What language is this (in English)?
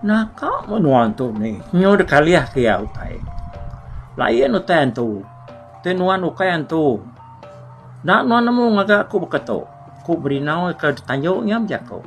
Iban